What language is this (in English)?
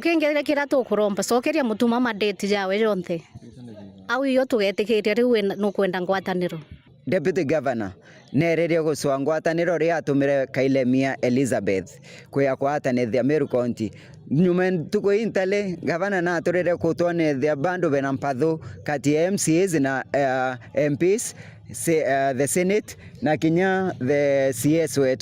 Meru